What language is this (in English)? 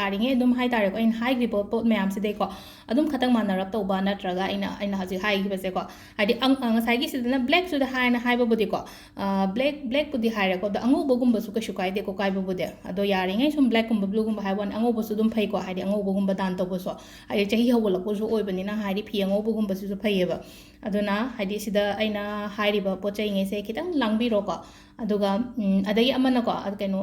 Manipuri